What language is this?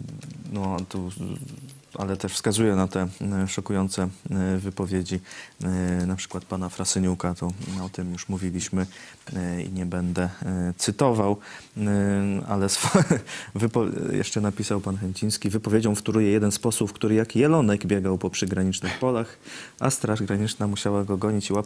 Polish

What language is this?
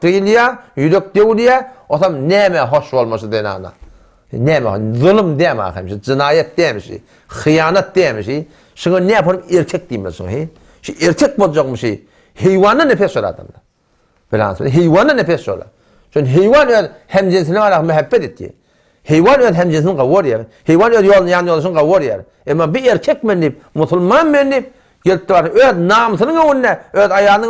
Turkmen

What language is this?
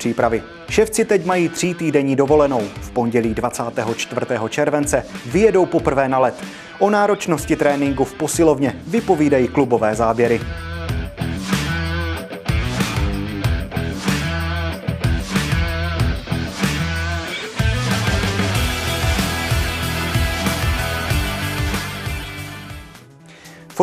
Czech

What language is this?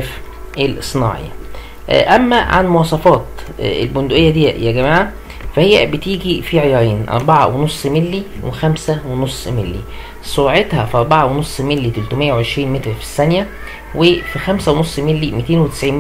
Egyptian Arabic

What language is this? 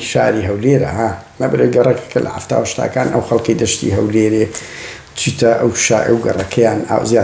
Central Kurdish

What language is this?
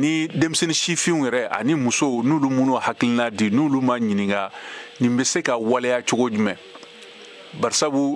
Bambara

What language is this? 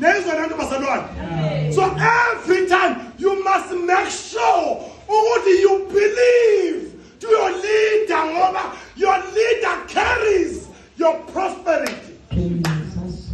Zulu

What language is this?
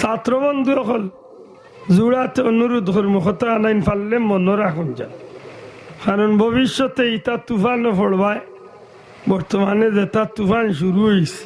Sylheti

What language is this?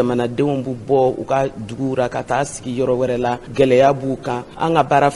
Bambara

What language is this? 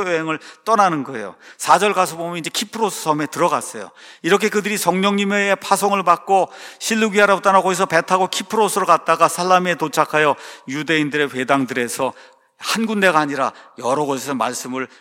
Korean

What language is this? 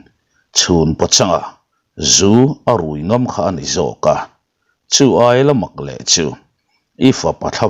Mizo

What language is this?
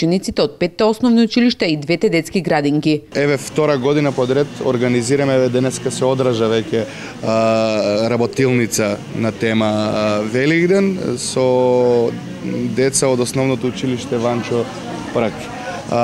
Macedonian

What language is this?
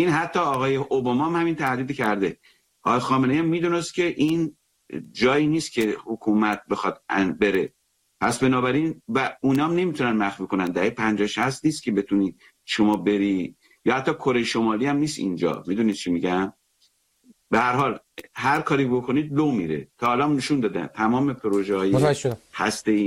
Persian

